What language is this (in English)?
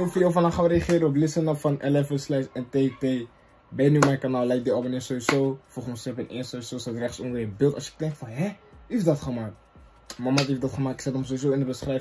Dutch